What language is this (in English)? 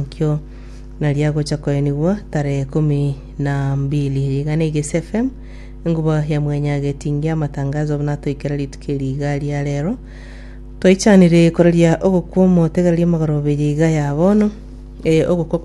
Gusii